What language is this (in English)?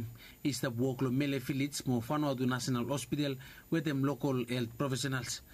Bislama